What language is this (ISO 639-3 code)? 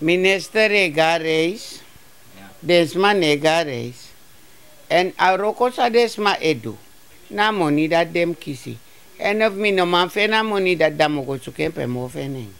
srn